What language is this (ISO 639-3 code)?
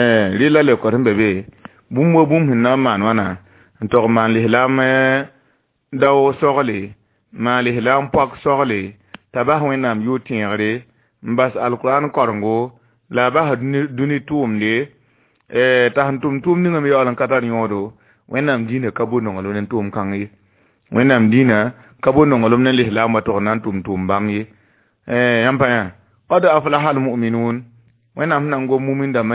mos